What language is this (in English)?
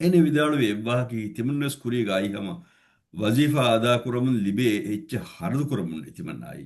Divehi